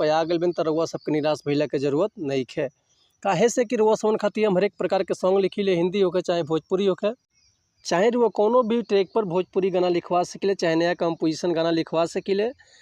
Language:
Bhojpuri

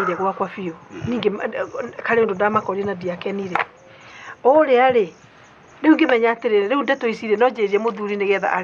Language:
Kikuyu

